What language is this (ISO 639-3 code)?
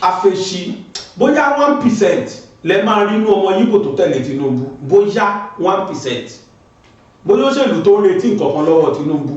yor